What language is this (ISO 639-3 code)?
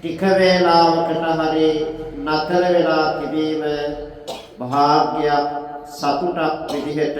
sin